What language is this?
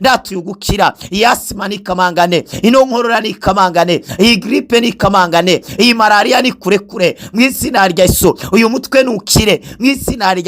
Rundi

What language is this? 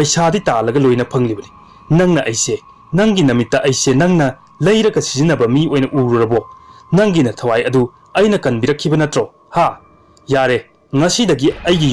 Manipuri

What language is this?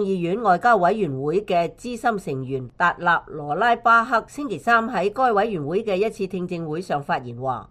Cantonese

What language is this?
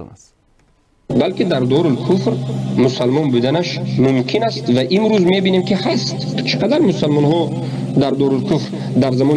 Persian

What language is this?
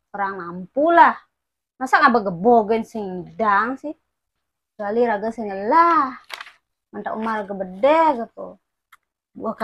Balinese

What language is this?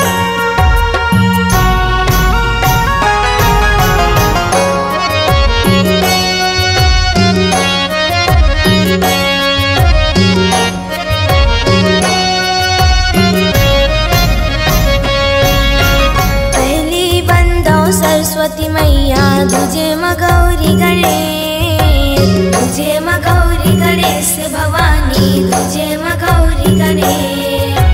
Chhattisgarhi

